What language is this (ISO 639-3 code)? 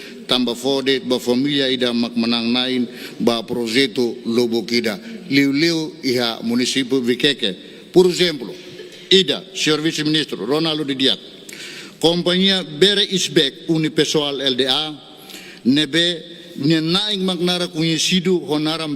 tet